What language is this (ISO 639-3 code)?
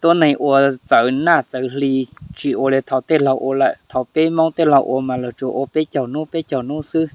hmn